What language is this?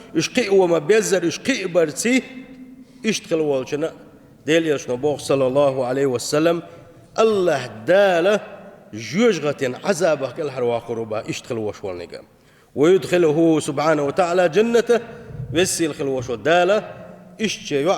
Chechen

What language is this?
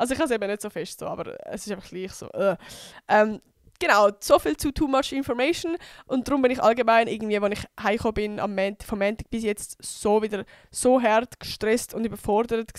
Swiss German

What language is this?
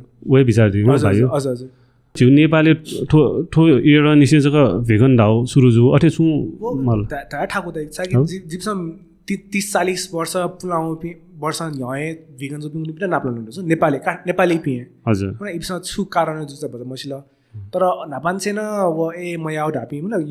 Newari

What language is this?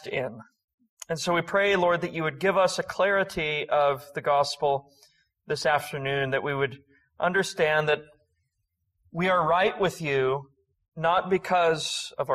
English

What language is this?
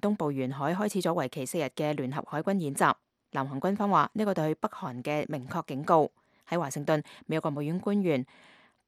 Cantonese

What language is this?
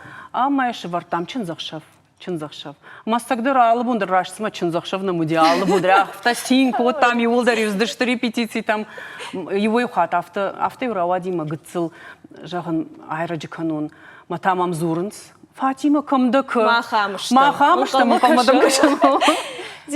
Ossetic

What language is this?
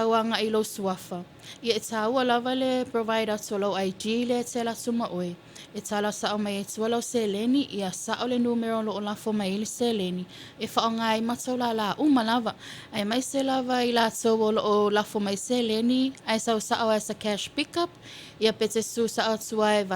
Samoan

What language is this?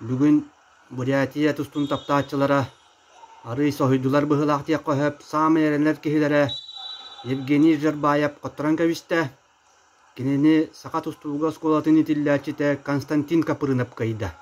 Yakut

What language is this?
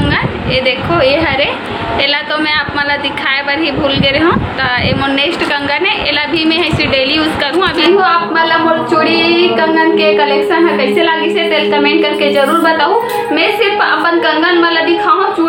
Chhattisgarhi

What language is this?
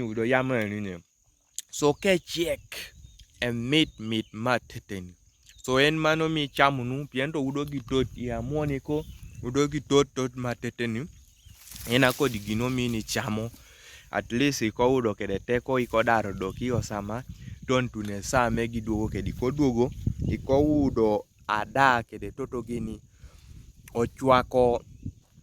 Kumam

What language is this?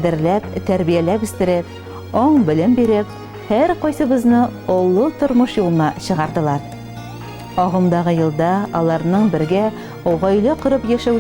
Tatar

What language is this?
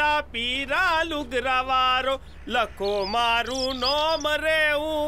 Gujarati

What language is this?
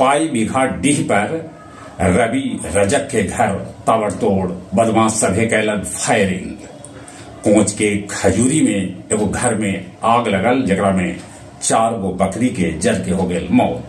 Magahi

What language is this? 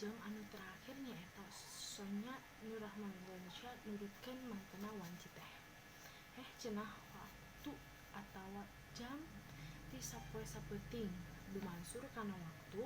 Sundanese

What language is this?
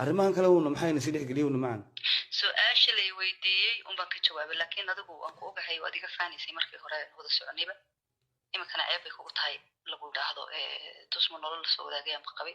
Somali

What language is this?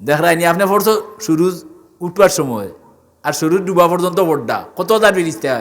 Sylheti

